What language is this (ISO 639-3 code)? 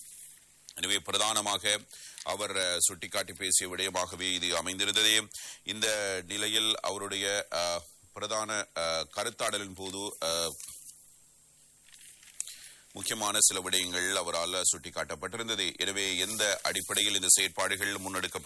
tam